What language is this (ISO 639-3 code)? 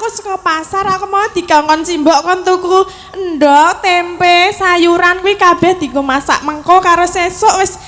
jav